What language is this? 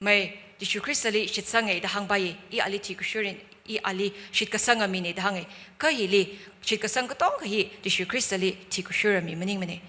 Tangkhul Naga (India)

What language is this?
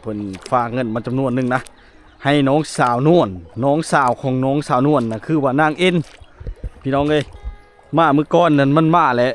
Lao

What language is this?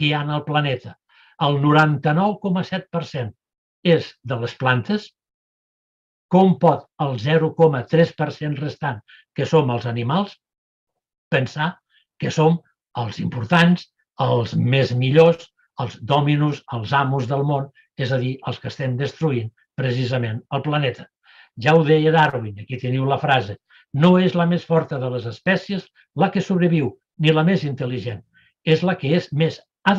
Catalan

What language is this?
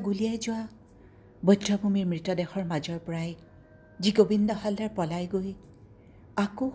Assamese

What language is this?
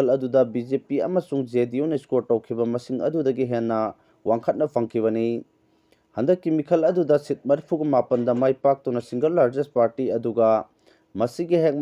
Manipuri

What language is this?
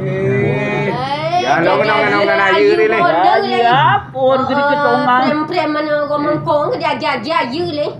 Minangkabau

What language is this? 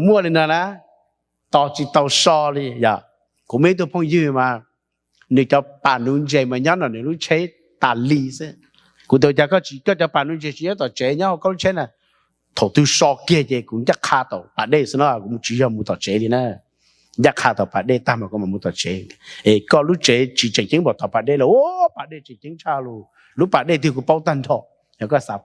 Hmong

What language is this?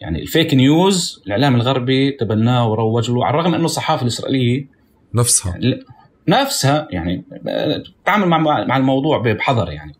North Levantine Arabic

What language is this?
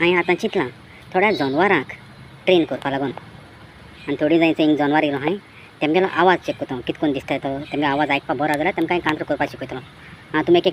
Konkani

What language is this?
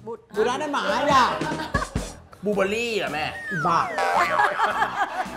Thai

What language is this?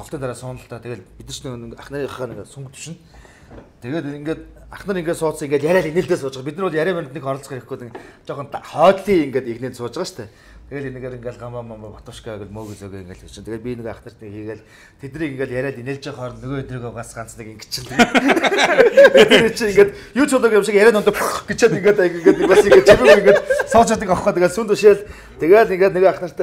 Mongolian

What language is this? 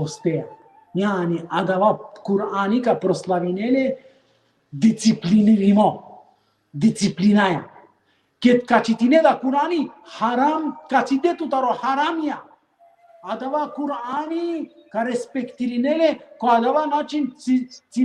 Balkan Romani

